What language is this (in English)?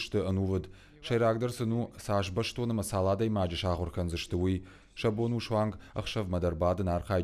Ossetic